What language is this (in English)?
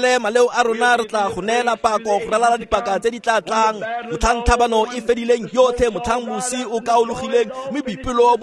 Tswana